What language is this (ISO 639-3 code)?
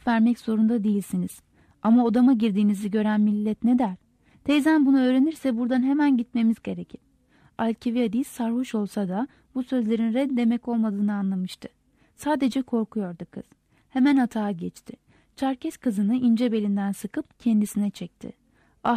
tur